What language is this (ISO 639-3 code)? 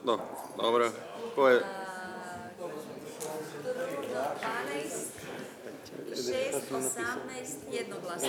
hrv